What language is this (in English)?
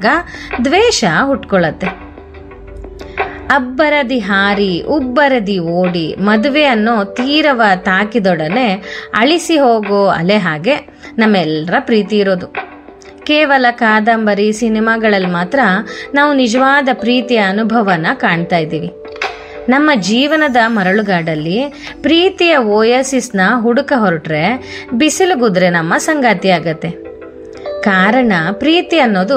Kannada